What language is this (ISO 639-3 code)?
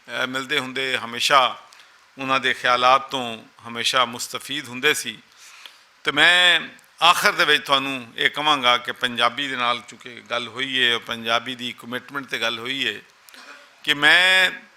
lah